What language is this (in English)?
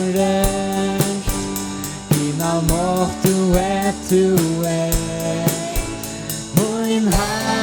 Faroese